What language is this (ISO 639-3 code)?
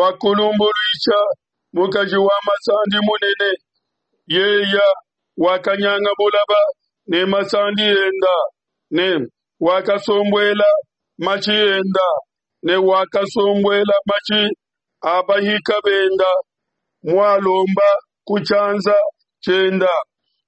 lua